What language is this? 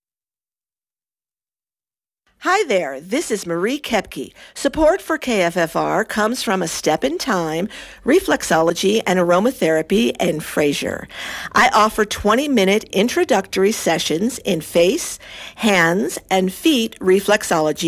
English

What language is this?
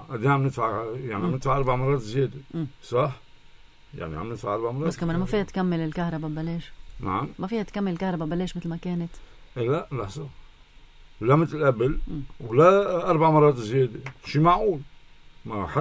North Levantine Arabic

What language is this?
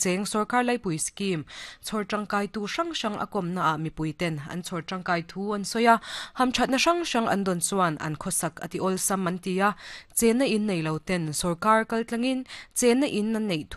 Mizo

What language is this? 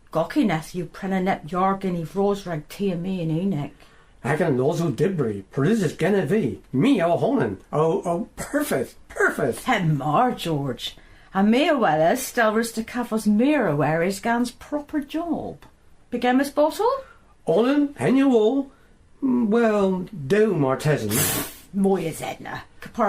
Cornish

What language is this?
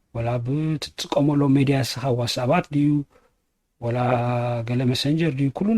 Tigrinya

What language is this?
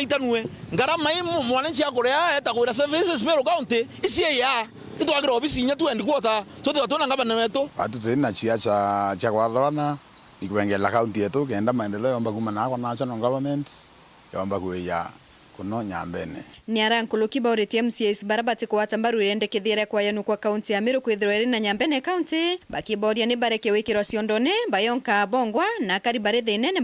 Meru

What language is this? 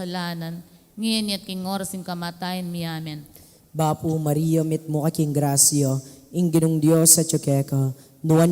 Pampanga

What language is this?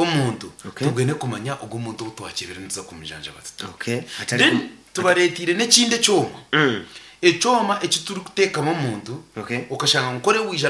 Nyankole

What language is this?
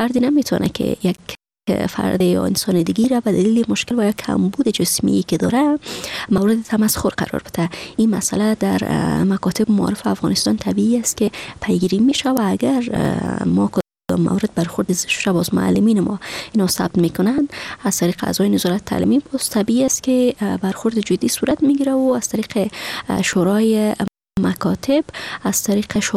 Persian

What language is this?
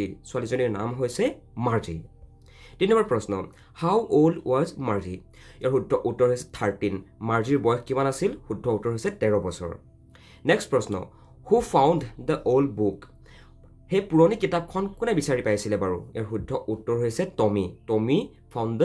Assamese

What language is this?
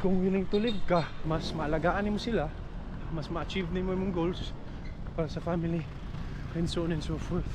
Cebuano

